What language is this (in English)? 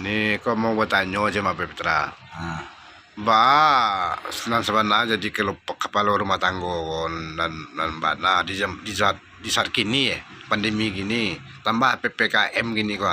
Minangkabau